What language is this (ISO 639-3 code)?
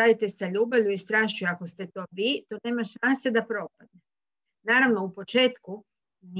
hrv